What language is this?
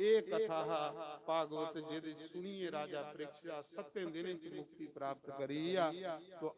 Dogri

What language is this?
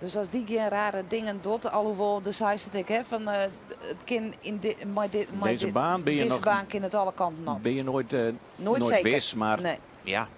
Western Frisian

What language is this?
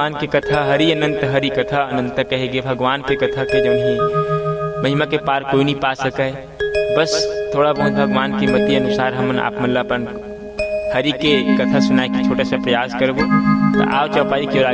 Chhattisgarhi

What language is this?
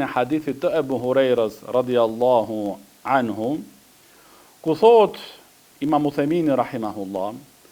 Albanian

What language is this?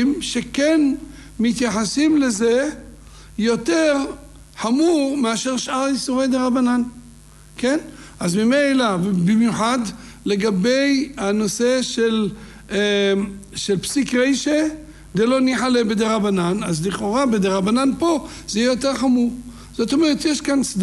Hebrew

